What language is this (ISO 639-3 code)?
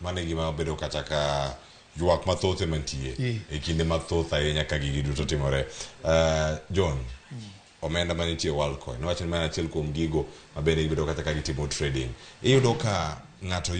luo